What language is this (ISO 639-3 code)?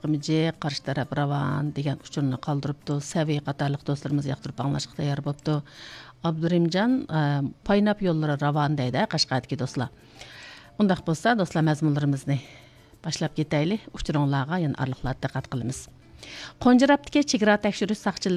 uig